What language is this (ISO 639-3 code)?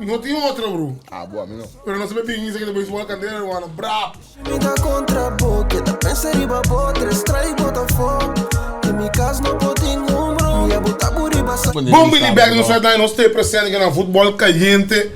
pap